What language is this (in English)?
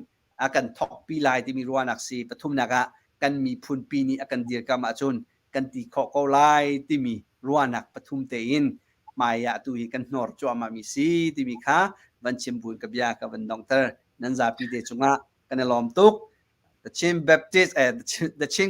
Hakha Chin